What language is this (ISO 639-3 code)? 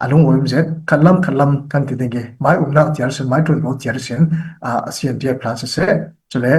cfm